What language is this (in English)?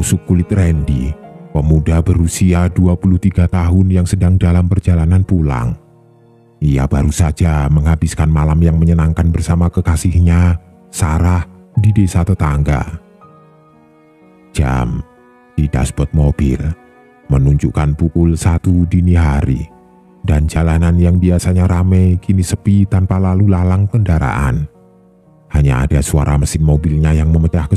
Indonesian